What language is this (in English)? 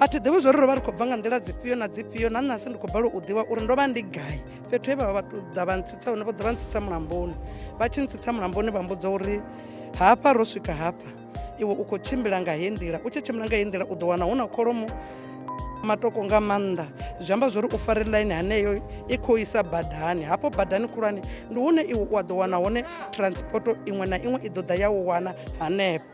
Venda